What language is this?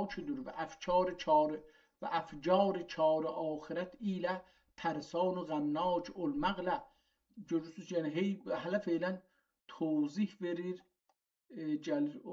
South Azerbaijani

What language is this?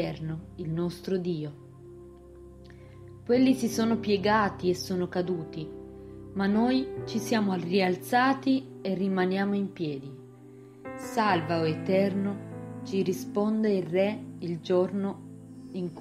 Italian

